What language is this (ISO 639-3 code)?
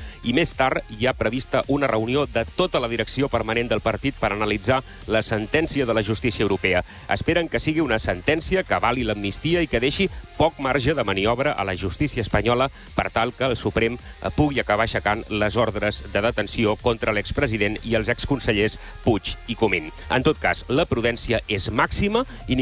cat